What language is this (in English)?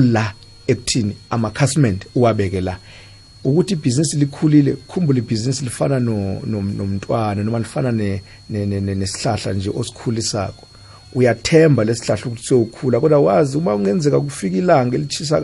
South Ndebele